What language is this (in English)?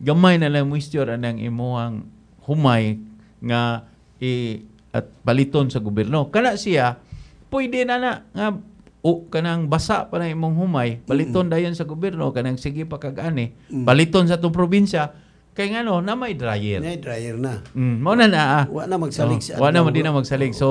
Cebuano